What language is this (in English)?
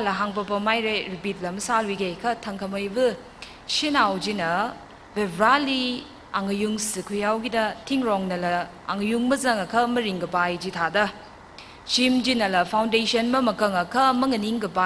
Tangkhul Naga (India)